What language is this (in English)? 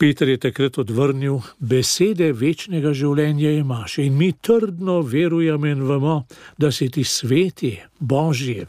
Slovenian